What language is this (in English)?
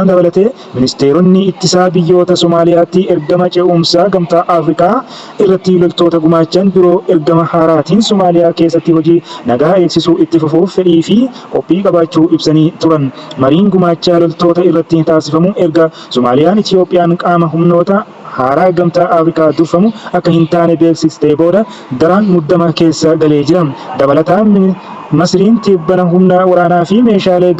Oromo